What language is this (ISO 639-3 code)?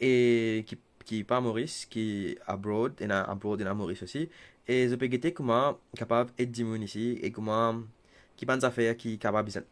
mfe